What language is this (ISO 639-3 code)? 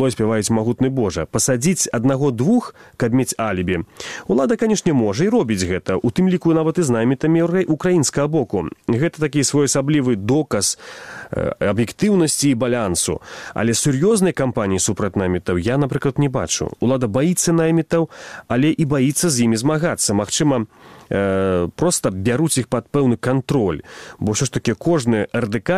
bel